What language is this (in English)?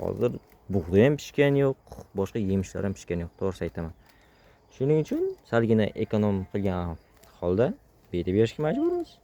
Uzbek